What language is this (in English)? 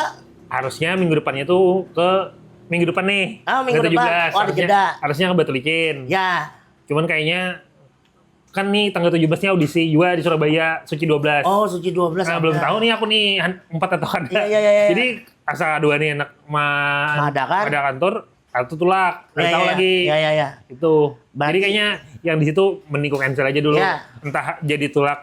Banjar